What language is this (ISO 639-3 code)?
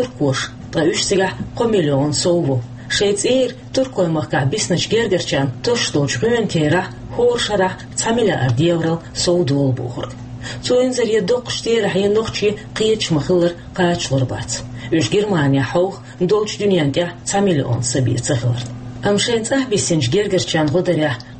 che